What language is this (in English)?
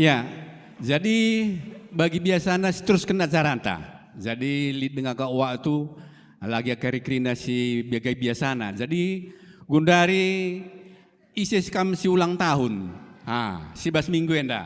Batak Karo